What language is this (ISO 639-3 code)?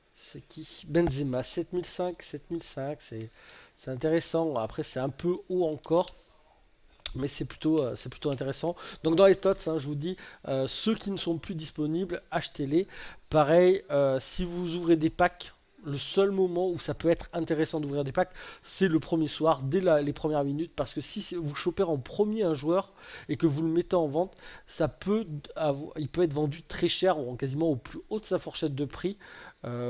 fra